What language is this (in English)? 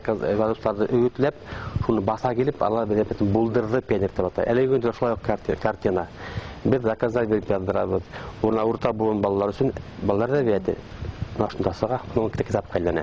Bashkir